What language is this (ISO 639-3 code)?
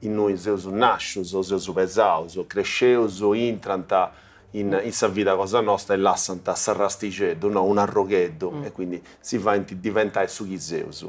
srd